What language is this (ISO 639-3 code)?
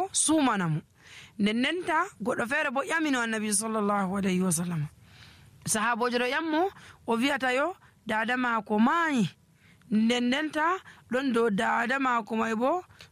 fuv